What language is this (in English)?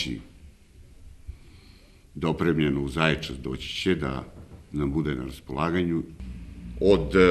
Serbian